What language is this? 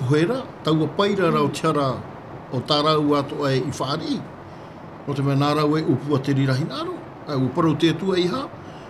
Tahitian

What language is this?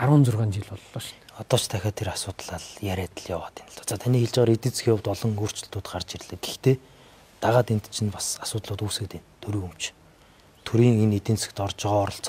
Mongolian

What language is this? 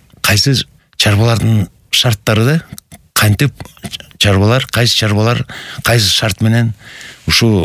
Kyrgyz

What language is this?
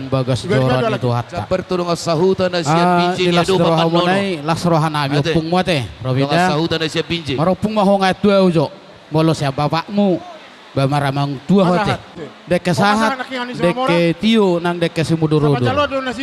Batak Toba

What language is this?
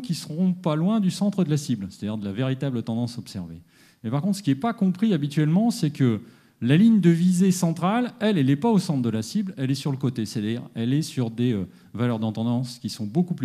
French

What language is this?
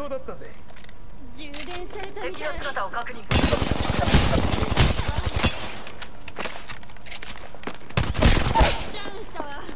Japanese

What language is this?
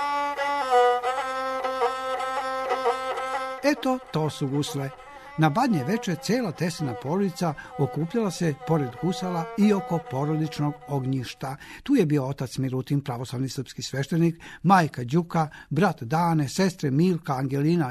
Serbian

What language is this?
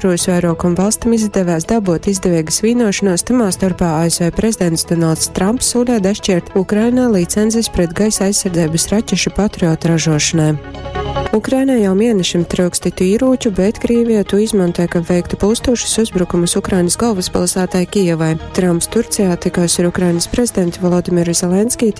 Latgalian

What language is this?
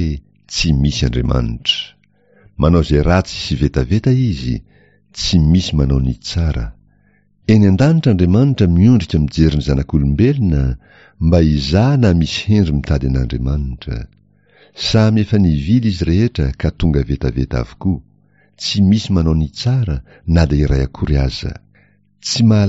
Malagasy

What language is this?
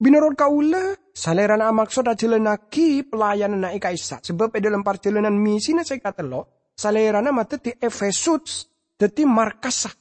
Madurese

